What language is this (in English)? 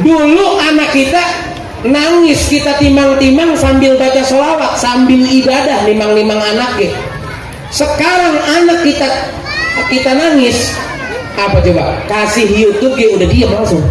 Betawi